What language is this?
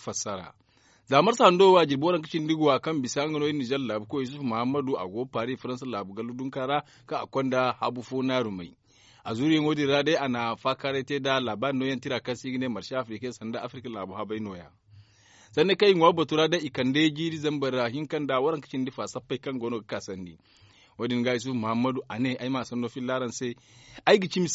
Zarma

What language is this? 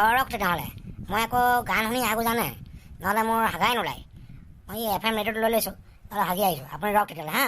Assamese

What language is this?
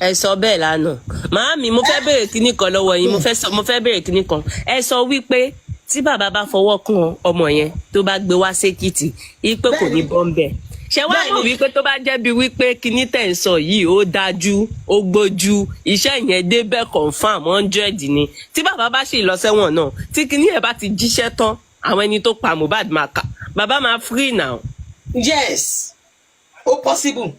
Yoruba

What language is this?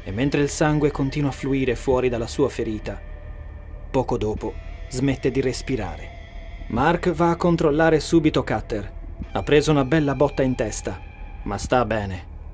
Italian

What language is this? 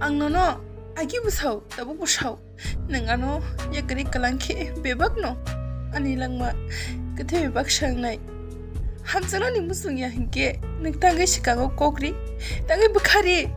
Kok Borok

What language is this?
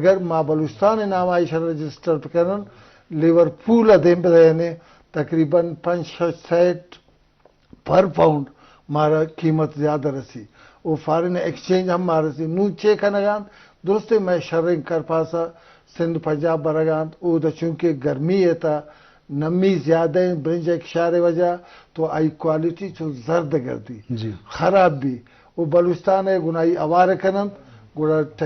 Eastern Balochi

